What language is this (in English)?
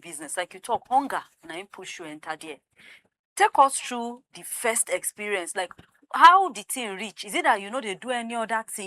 Nigerian Pidgin